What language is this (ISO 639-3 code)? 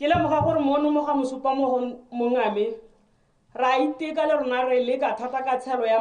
tsn